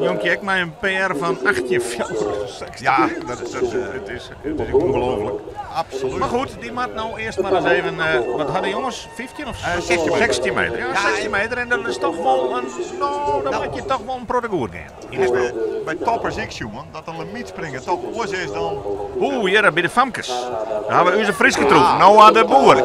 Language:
Western Frisian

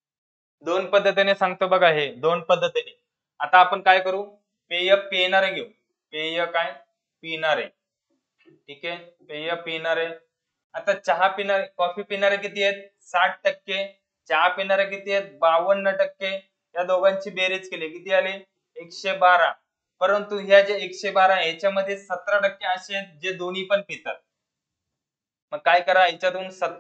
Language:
Marathi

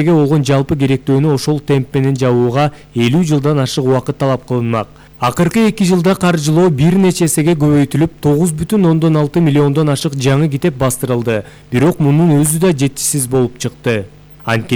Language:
Kyrgyz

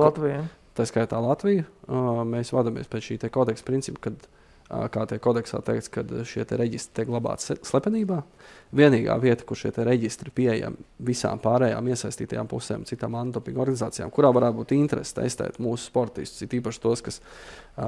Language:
Latvian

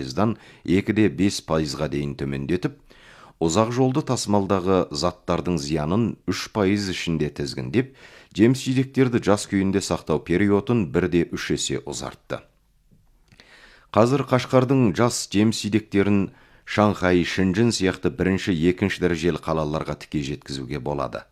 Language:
Kazakh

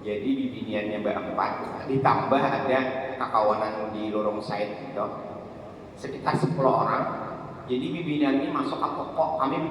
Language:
Banjar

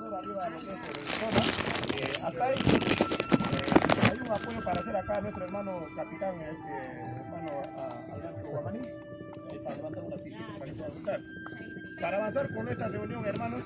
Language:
Quechua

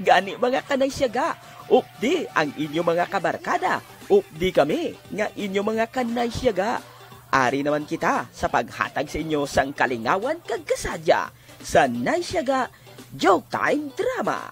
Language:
Hiligaynon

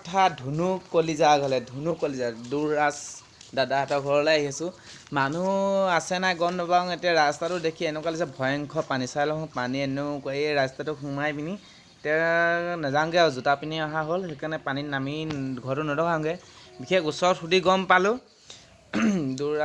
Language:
Assamese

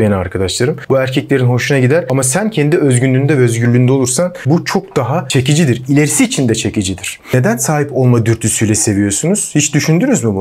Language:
Turkish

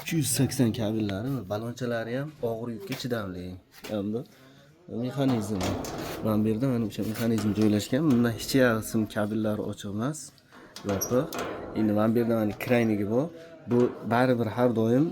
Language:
Uzbek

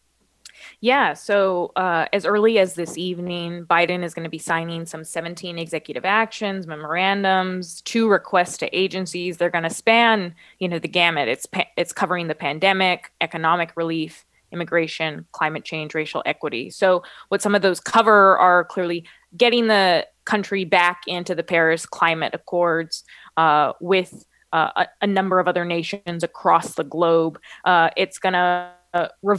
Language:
English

